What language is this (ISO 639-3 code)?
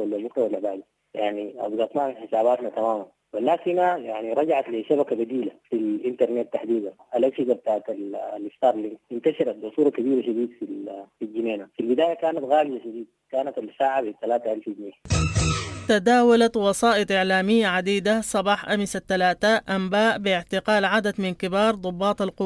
apd